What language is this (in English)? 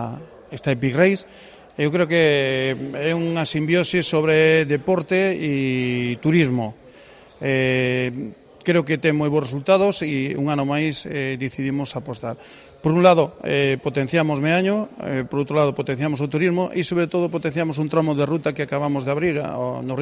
Galician